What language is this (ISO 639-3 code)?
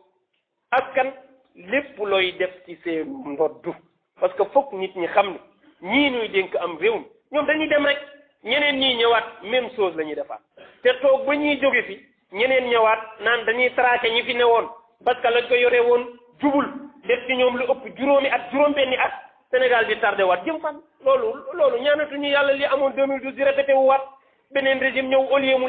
wol